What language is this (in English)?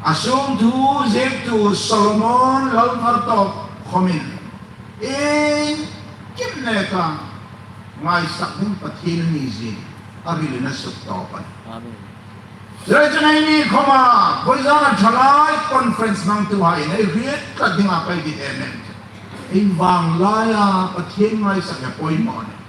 Hmar